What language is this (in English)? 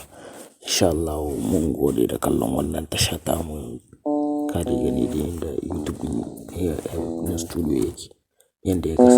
Hausa